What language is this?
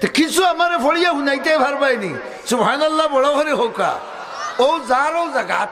Sylheti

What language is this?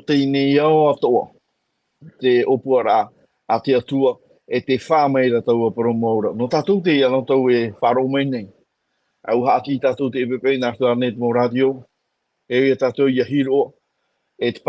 Tahitian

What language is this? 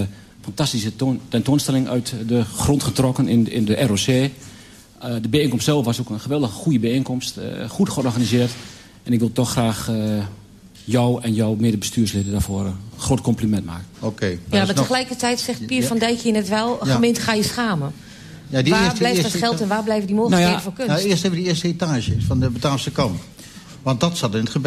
Dutch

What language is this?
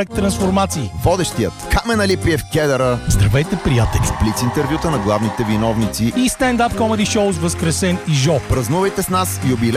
Bulgarian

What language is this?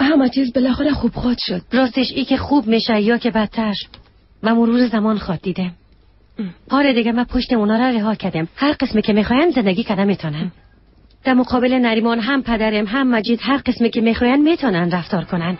Persian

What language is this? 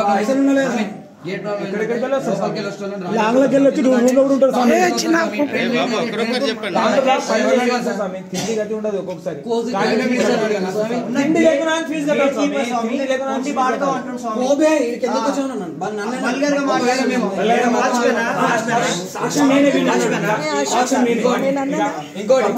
Telugu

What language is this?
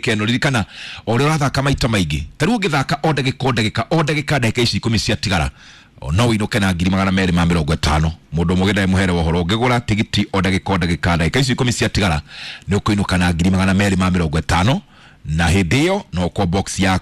Kikuyu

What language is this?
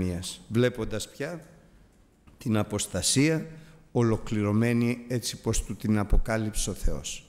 Greek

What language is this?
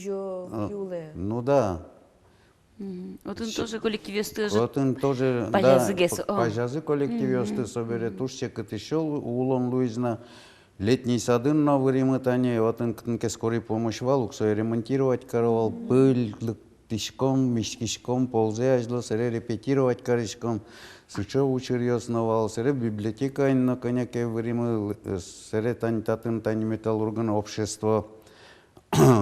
Udmurt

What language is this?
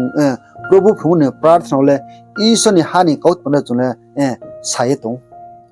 Riang (India)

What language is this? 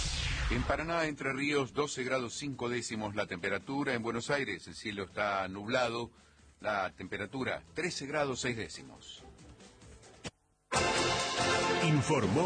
Spanish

